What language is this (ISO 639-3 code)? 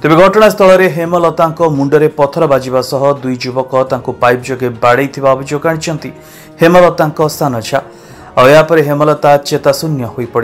ori